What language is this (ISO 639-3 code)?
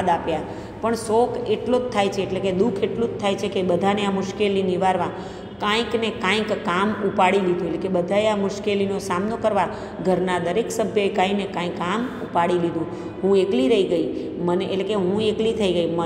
guj